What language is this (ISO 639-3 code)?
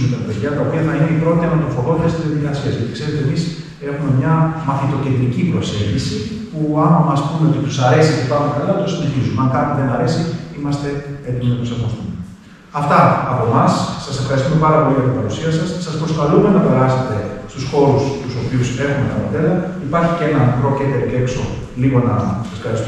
ell